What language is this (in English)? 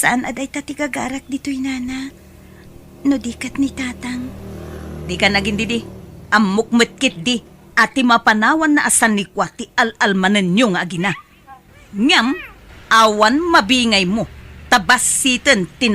Iloko